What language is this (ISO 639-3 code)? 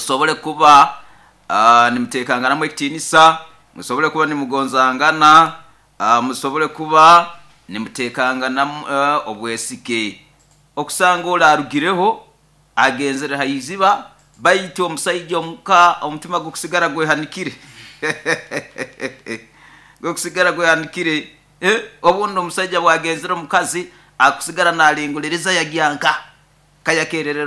nyo